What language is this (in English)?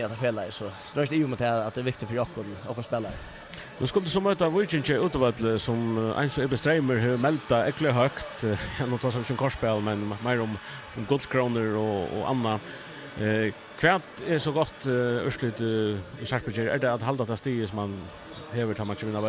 Faroese